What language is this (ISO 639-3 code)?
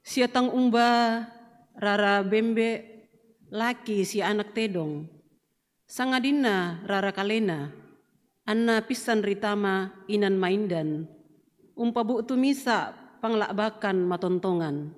sda